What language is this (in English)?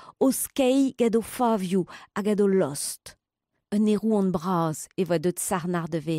Breton